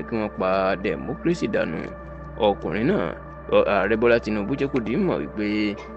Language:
Yoruba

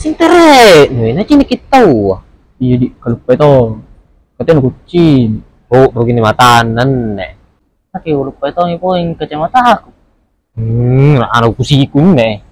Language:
Makassar Malay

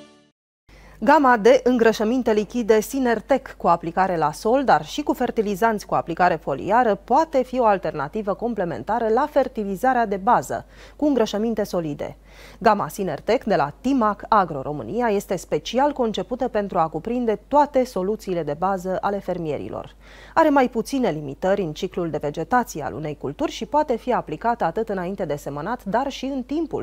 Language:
Romanian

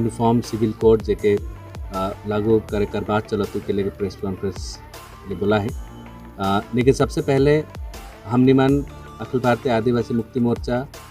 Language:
Sadri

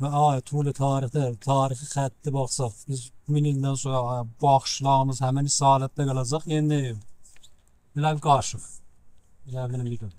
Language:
South Azerbaijani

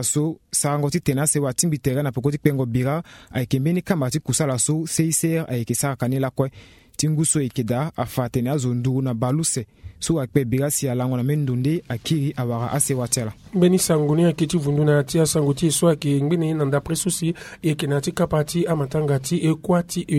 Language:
Sango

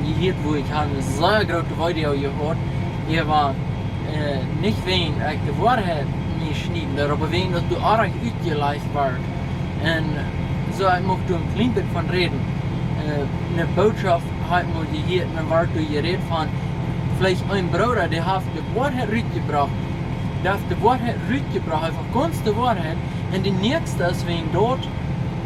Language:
Plautdietsch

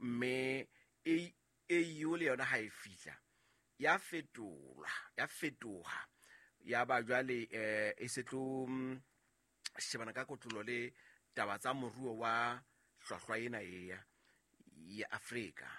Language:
Southern Sotho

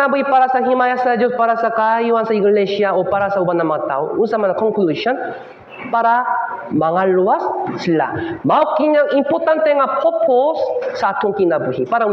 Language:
Cebuano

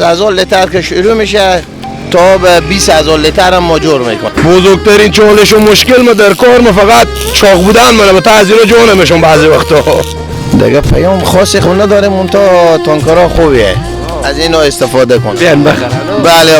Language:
Persian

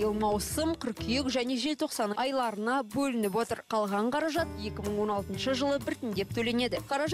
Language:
Kazakh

